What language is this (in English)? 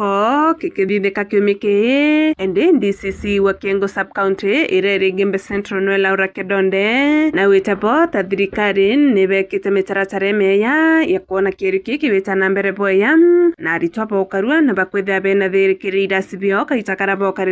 Meru